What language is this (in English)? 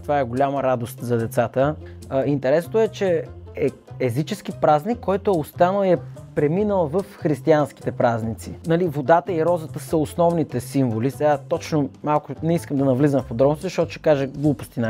Bulgarian